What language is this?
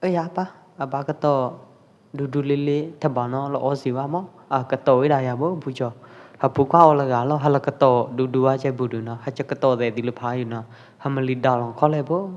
Pwo Eastern Karen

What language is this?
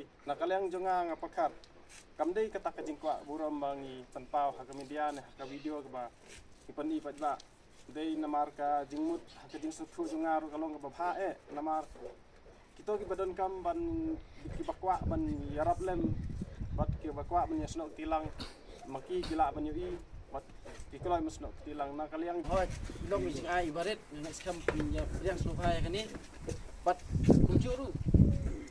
Khasi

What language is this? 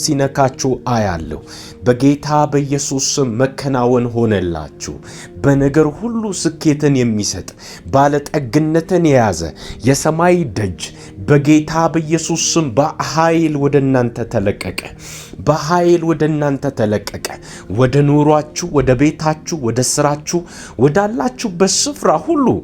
Amharic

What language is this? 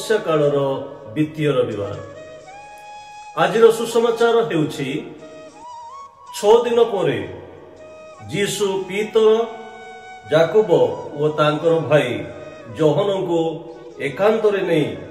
Odia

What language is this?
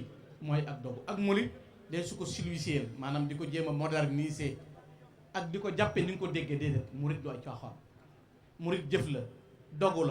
Wolof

